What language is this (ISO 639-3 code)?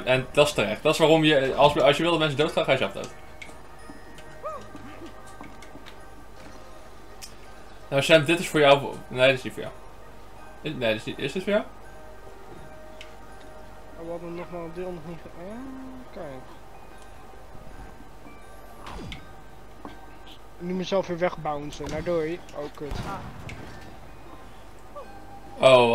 nld